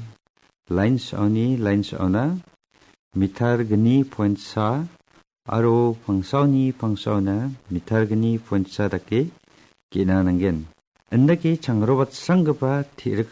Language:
Garo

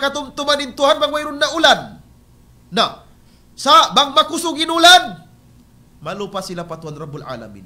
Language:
Tausug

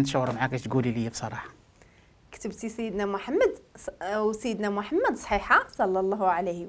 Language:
Moroccan Arabic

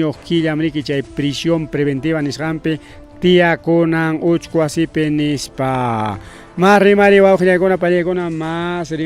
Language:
Ayacucho Quechua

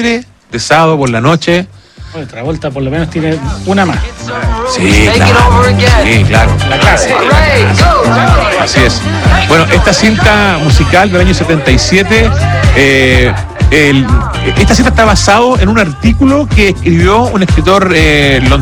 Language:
Spanish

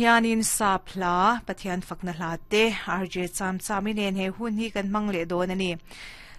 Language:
Mizo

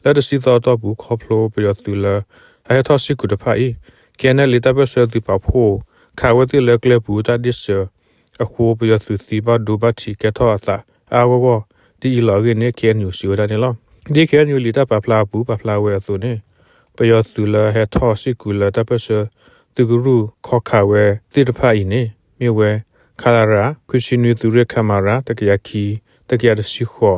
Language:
S'gaw Karen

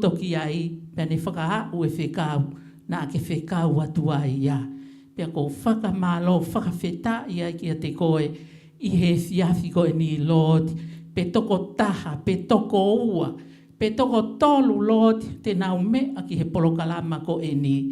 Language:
Tongan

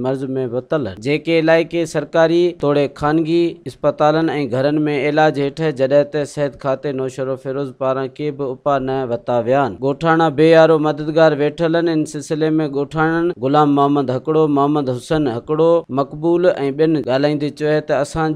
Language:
Sindhi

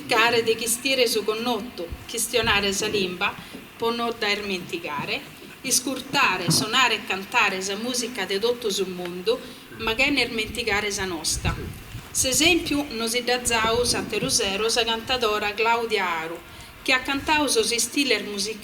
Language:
Sardinian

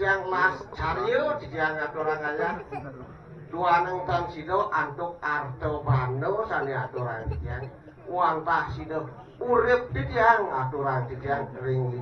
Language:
Balinese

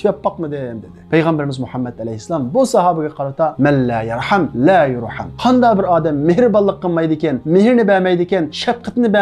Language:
Uyghur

